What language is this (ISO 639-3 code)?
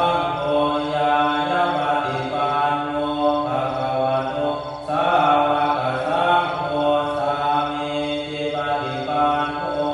pli